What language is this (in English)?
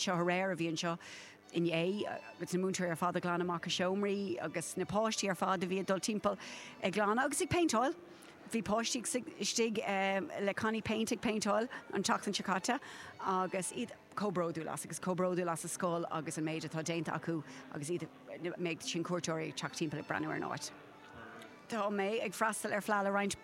Irish